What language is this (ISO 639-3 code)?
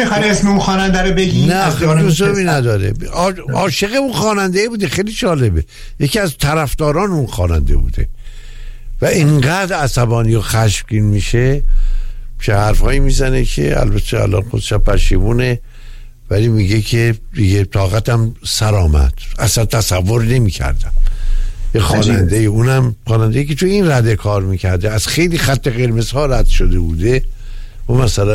fas